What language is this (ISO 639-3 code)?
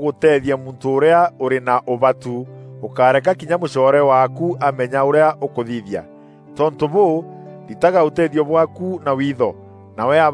mer